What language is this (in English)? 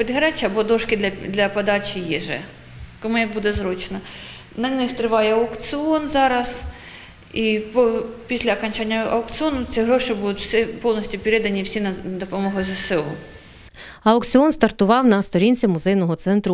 Ukrainian